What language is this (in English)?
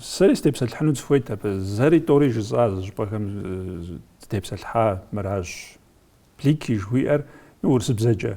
Kabardian